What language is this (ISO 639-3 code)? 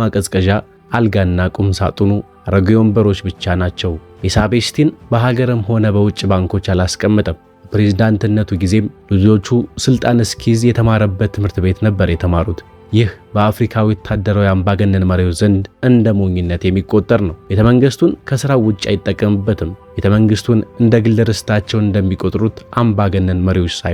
amh